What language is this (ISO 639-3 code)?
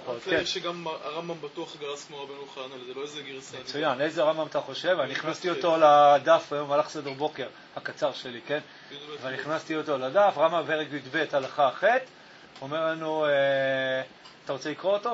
heb